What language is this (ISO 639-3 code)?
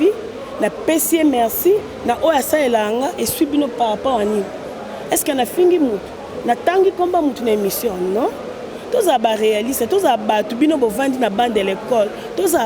lin